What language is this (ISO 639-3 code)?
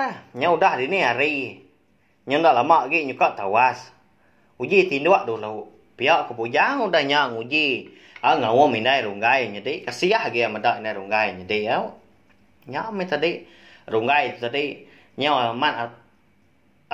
iba